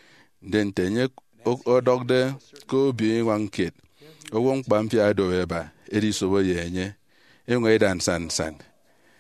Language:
Efik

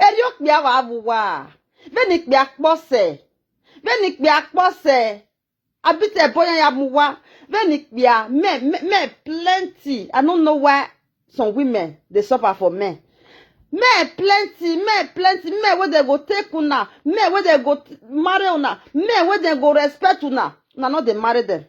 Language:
Nigerian Pidgin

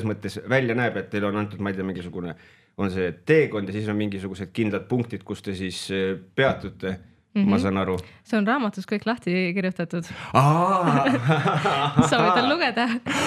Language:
Estonian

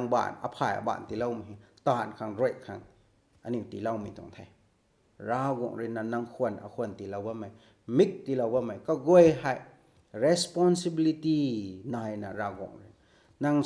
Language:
Rongmei Naga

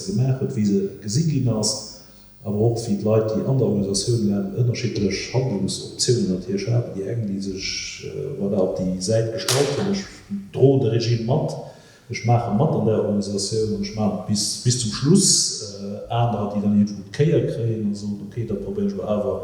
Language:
Luxembourgish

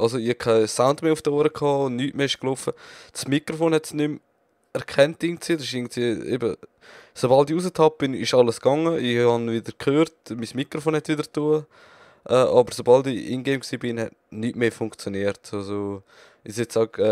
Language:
Swiss German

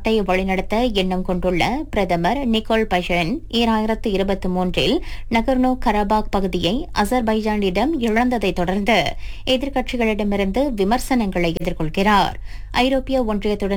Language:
Tamil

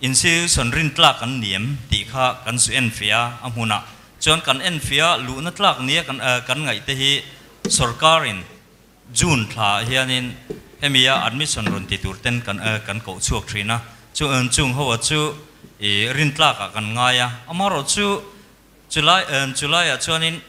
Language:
Mizo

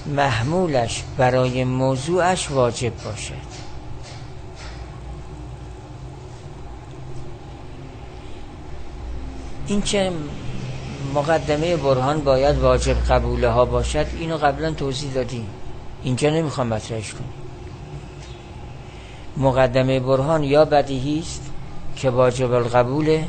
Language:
Persian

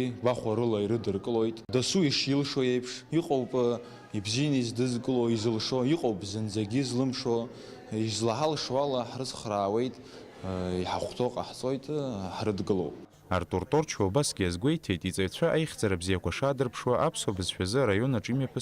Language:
Abkhazian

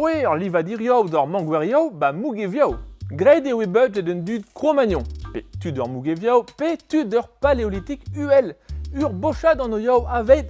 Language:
Breton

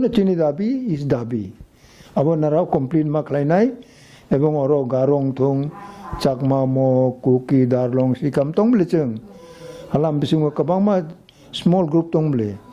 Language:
Kok Borok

